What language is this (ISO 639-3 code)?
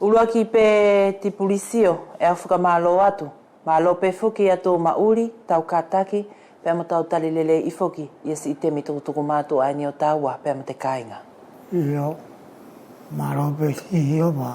wls